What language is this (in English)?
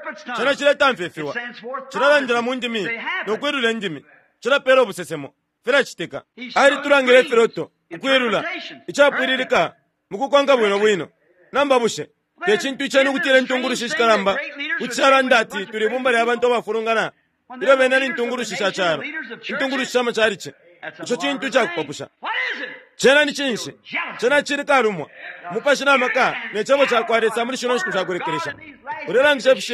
Bemba